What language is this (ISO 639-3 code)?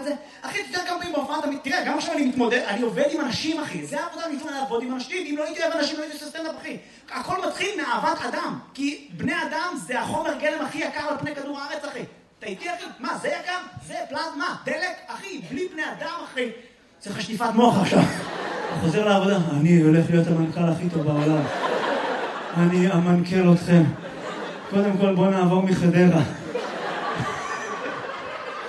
heb